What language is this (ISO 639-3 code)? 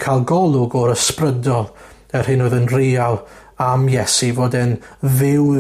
cym